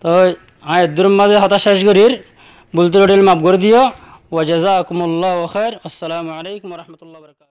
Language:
Rohingya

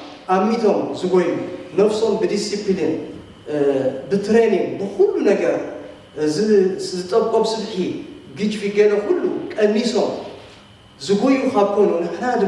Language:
Tigrinya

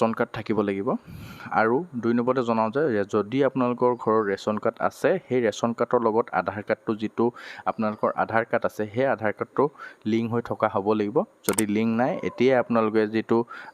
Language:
Assamese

